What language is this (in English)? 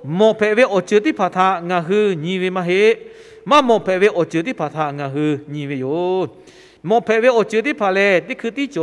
Lahu